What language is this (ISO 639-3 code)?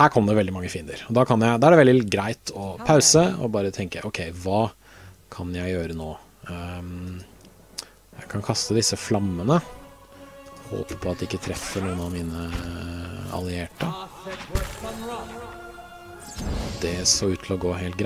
nor